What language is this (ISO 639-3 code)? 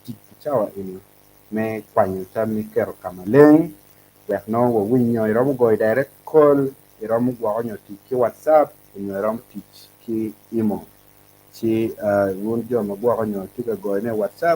ach